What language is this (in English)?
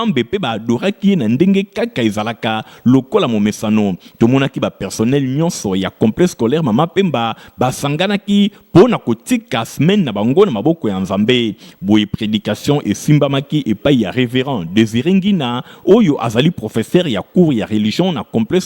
Lingala